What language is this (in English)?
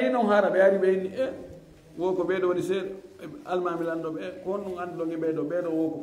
Fula